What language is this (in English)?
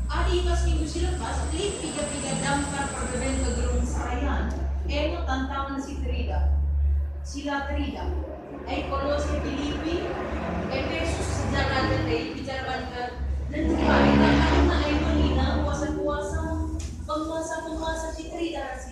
Batak Karo